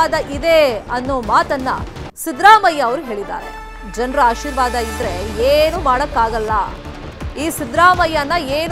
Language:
Kannada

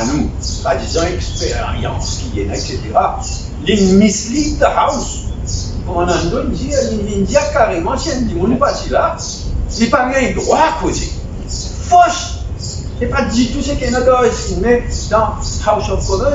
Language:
Morisyen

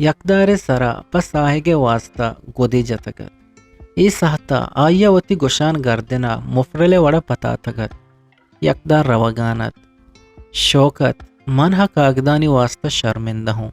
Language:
Eastern Balochi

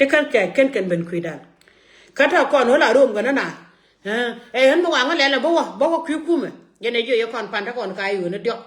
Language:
Nuer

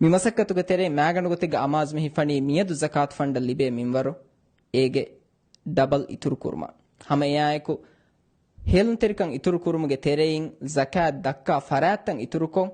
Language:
Divehi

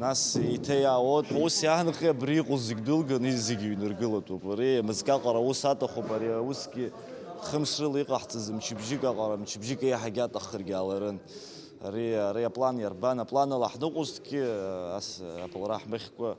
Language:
Abkhazian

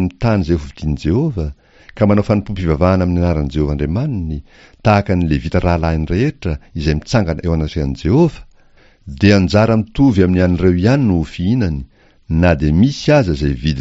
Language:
Malagasy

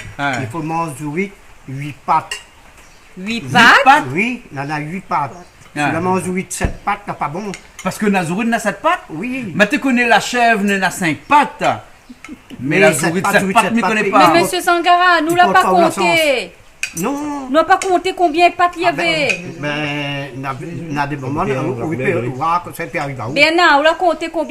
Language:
Réunion Creole French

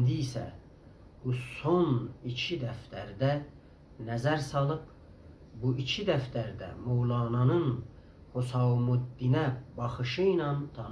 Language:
South Azerbaijani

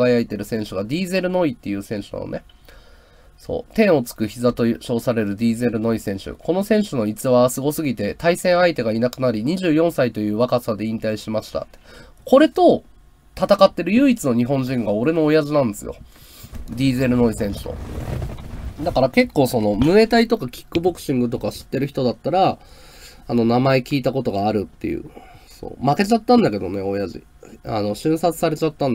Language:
Japanese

